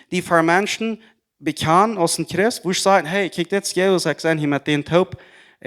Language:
Plautdietsch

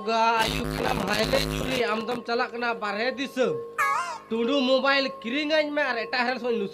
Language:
Santali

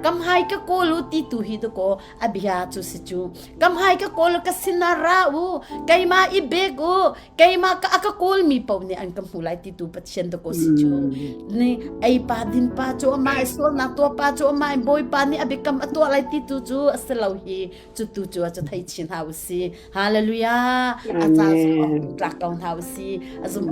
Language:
Hakha Chin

